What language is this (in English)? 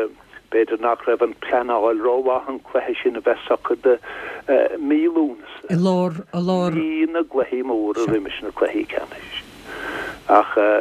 Irish